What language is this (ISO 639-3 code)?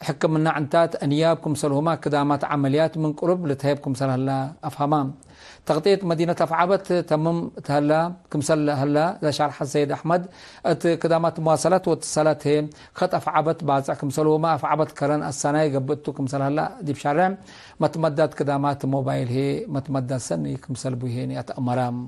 tig